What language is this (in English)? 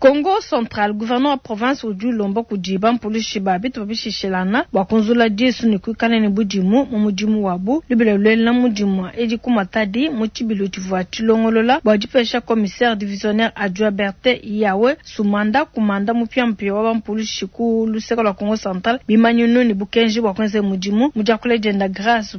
Luba-Lulua